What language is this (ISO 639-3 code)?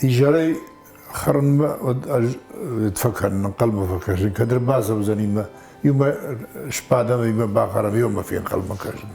oss